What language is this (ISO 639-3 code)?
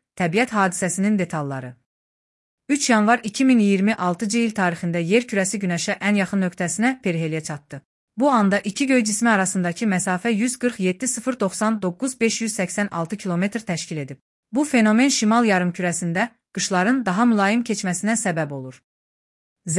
aze